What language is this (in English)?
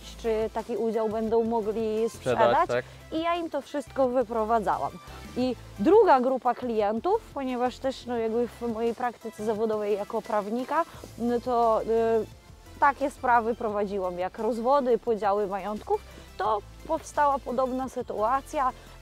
Polish